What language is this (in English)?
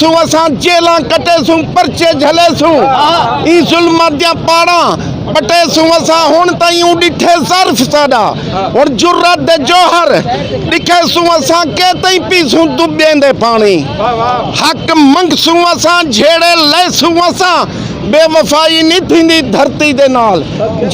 Saraiki